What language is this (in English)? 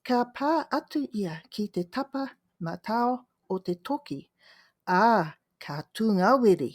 Māori